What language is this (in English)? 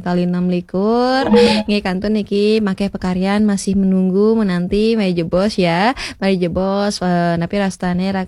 Balinese